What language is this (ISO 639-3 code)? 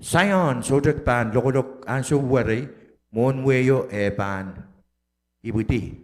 pon